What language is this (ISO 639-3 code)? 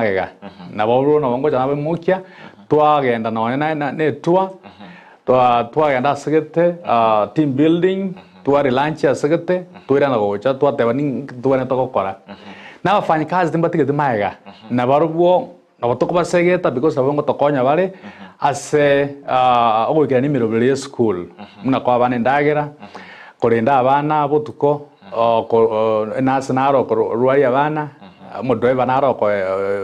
guz